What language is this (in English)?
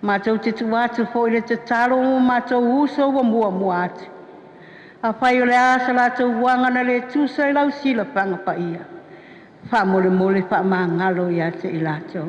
Samoan